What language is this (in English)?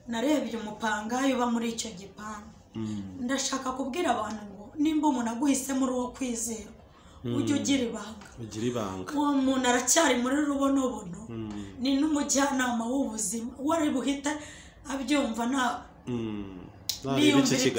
Kinyarwanda